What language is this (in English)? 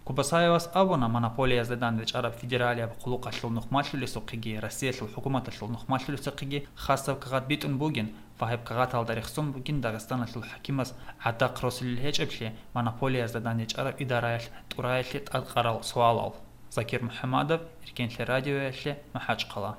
Avaric